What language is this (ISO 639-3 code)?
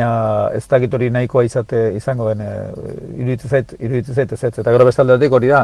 eus